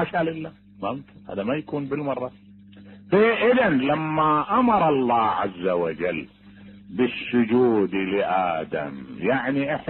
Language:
Mesopotamian Arabic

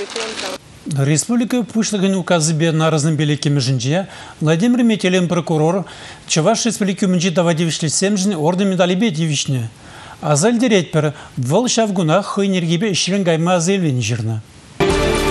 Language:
Chuvash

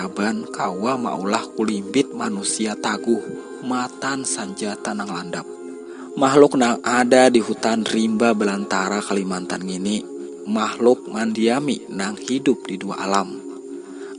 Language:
Banjar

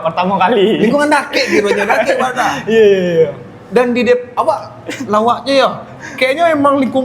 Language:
Minangkabau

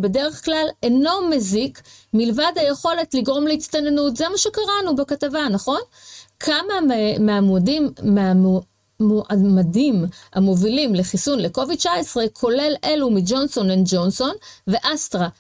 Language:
Hebrew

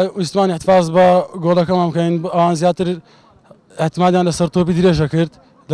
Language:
Central Kurdish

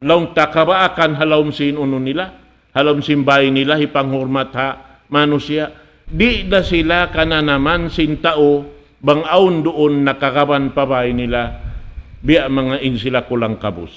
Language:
Tausug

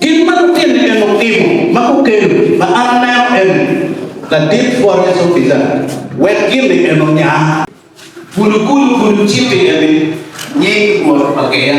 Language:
Acoli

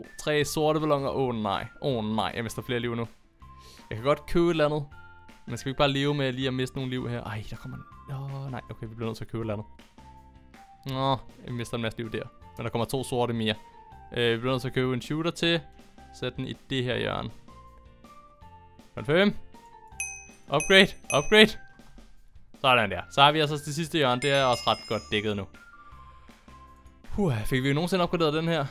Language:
Danish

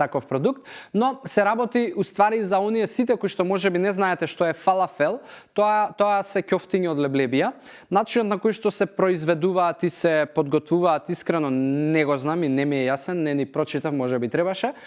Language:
Macedonian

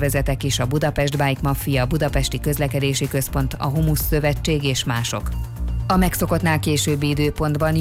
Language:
Hungarian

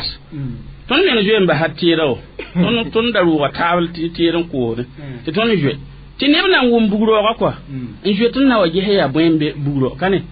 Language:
Mossi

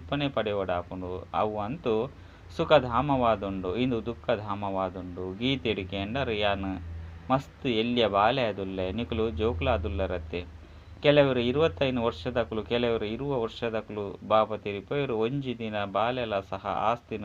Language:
Tulu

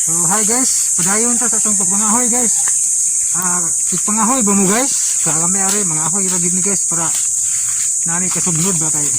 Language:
Cebuano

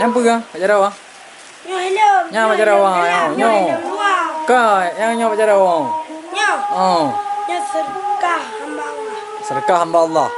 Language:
Achinese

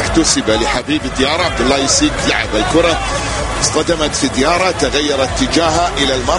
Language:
Arabic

